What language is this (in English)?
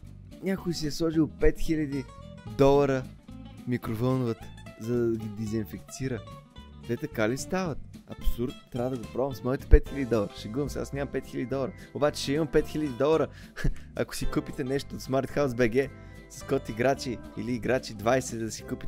Bulgarian